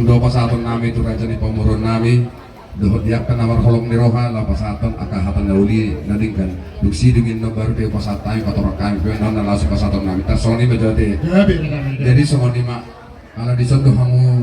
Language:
Batak Toba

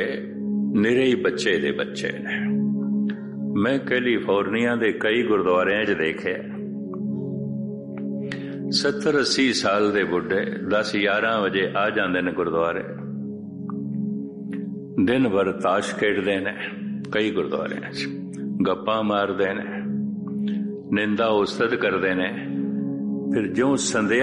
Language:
Punjabi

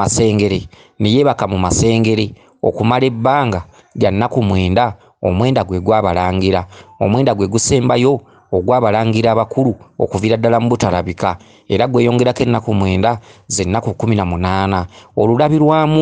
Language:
Ganda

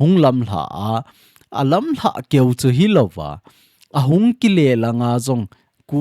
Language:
Thado Chin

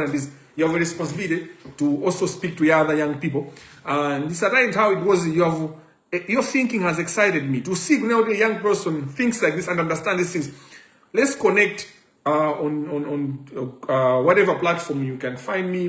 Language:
Nyanja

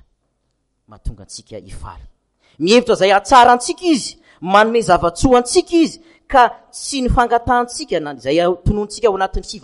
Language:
Malagasy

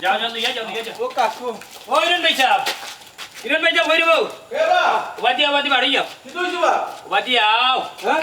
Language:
Sylheti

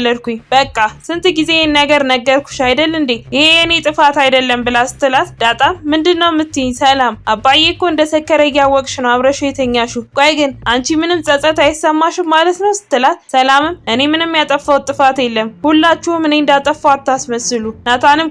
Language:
Amharic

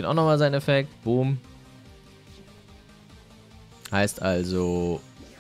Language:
German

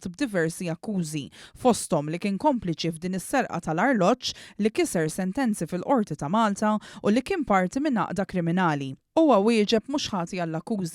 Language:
Maltese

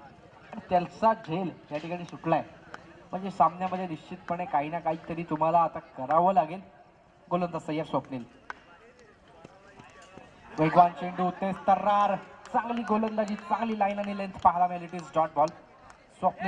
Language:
Marathi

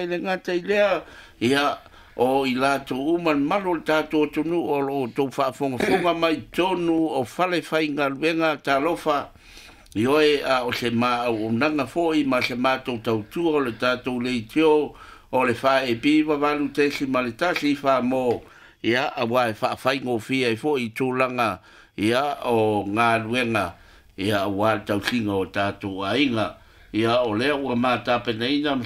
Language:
Samoan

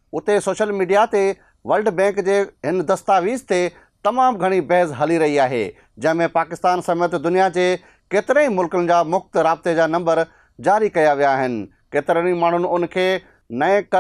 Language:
Sindhi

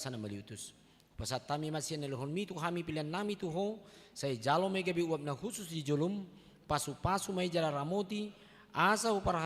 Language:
Batak Toba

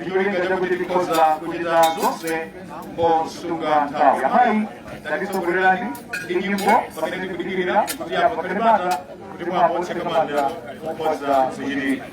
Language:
Nyanja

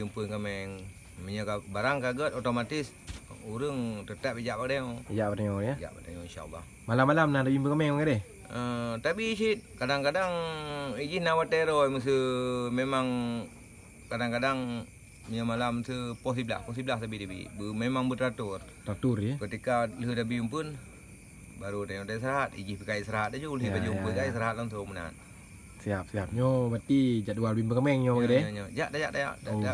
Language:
Achinese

